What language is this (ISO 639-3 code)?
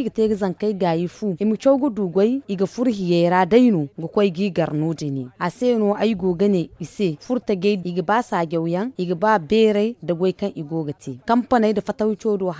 dje